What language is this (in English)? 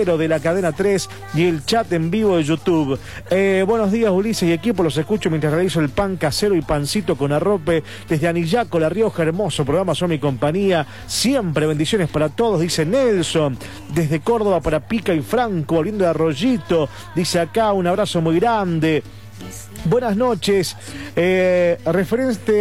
Spanish